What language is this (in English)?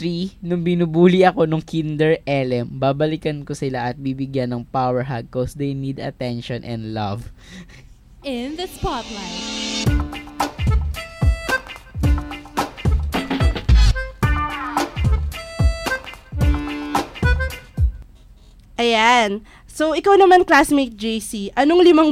Filipino